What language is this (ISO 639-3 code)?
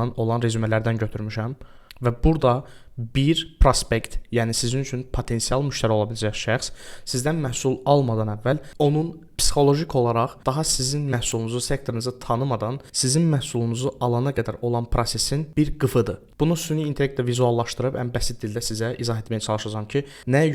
aze